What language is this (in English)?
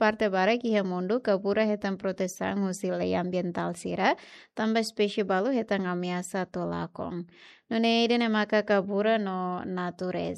Tetum